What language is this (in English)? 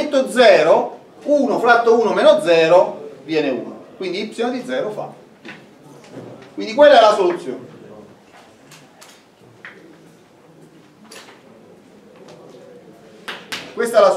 Italian